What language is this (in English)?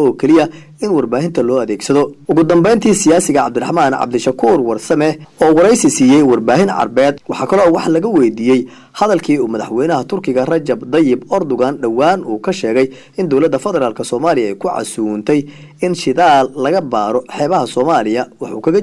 Somali